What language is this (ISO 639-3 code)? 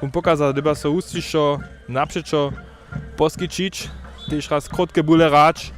hsb